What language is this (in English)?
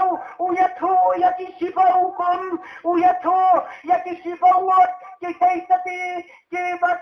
Khasi